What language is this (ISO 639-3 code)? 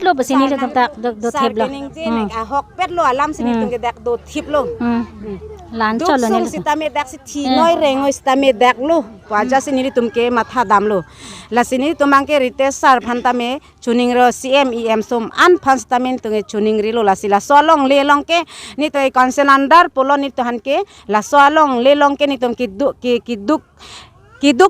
mjw